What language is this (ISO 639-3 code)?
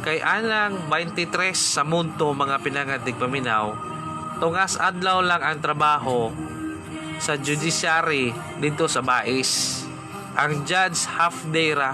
ceb